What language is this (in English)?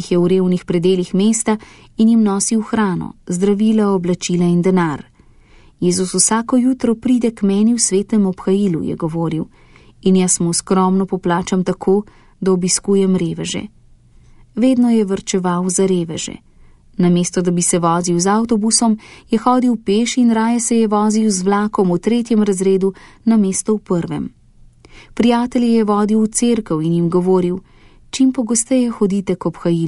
Slovenian